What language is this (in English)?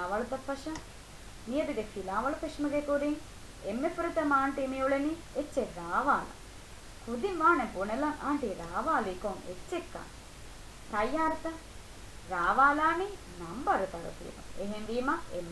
Divehi